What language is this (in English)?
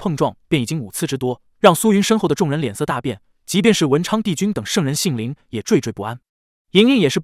Chinese